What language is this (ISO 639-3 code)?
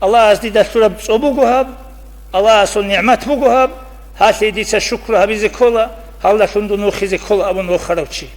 ava